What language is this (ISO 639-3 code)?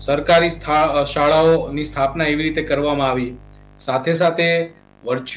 guj